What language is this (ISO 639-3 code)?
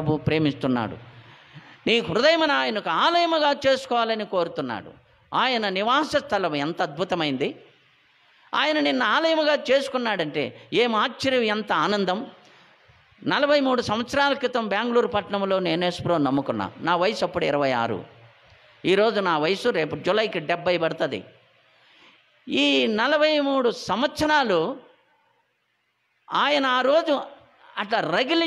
tel